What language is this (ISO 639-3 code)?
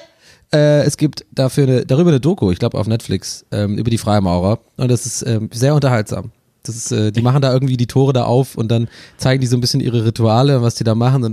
deu